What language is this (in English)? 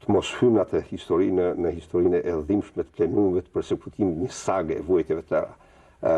Albanian